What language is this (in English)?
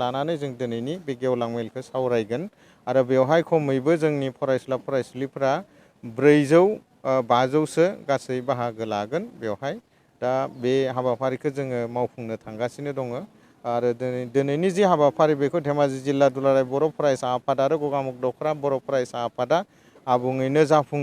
Bodo